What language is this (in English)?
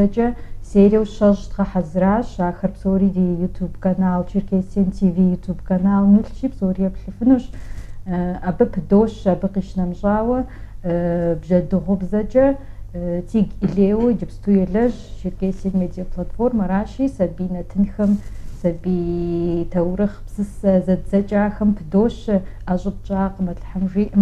Kabardian